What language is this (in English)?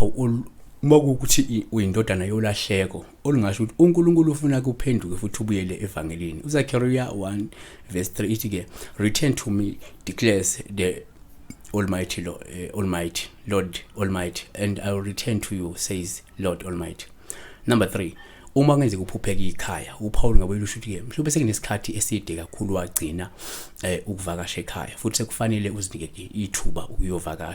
Zulu